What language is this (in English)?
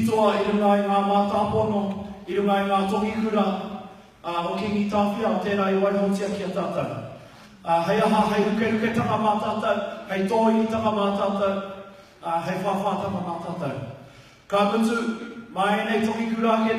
Māori